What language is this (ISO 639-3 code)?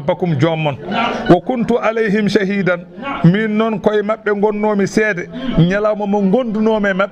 ful